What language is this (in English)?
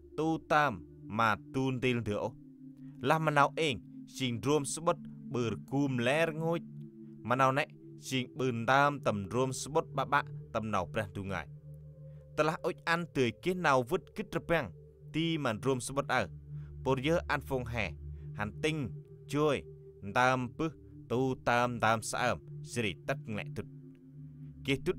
Central Mnong